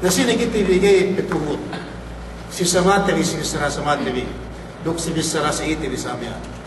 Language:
Yakan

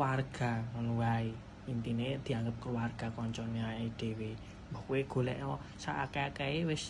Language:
Javanese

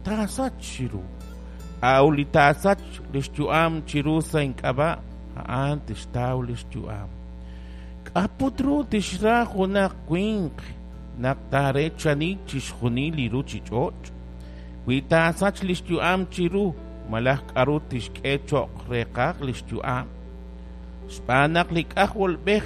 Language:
Kekchí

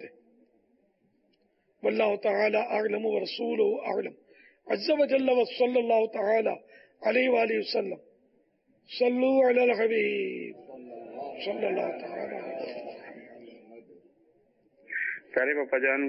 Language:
Urdu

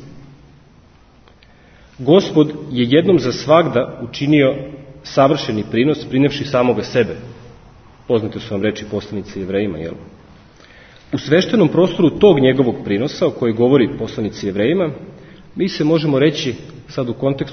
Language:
Serbian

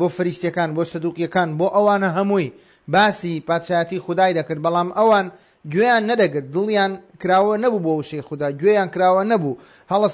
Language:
Central Kurdish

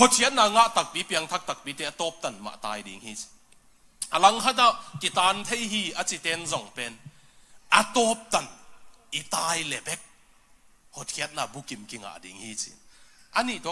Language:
Tedim Chin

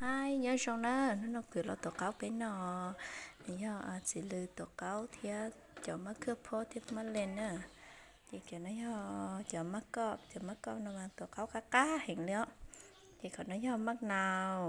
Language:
Hmong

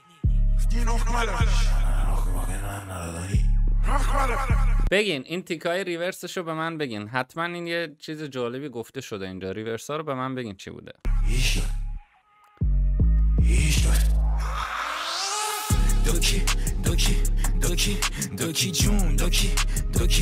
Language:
Persian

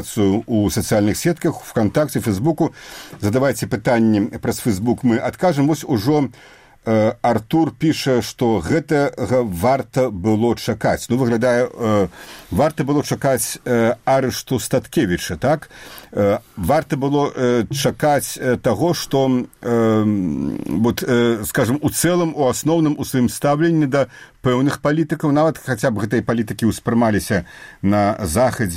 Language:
Belarusian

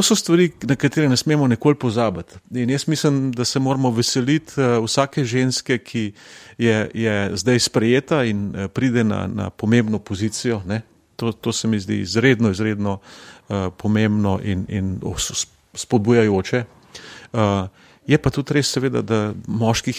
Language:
Slovenian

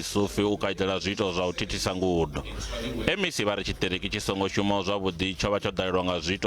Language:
Venda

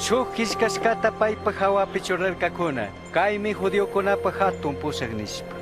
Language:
Chimborazo Highland Quichua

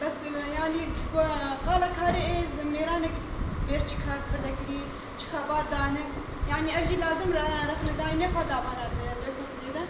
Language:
Kurdish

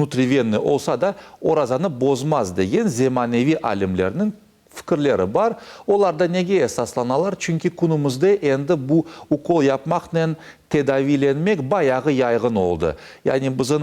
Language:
Crimean Tatar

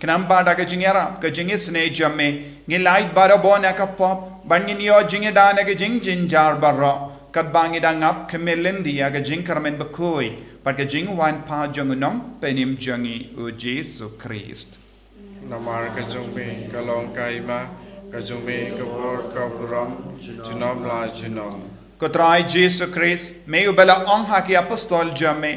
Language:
Khasi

